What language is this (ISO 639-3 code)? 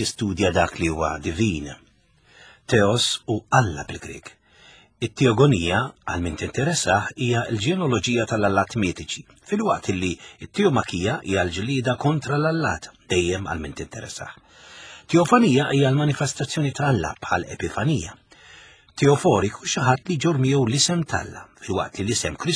mlt